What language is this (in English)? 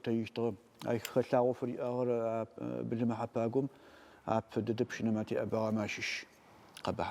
Adyghe